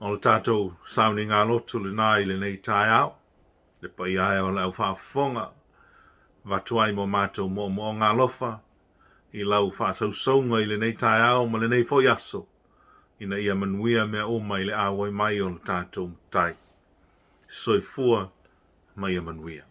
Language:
Samoan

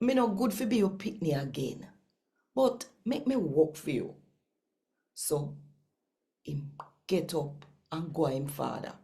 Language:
Jamaican Creole English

